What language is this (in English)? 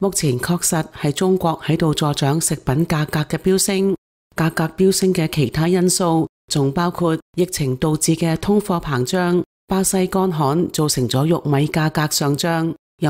Cantonese